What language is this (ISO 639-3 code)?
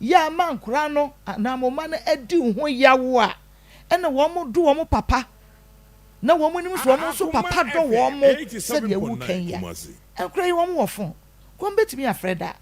aka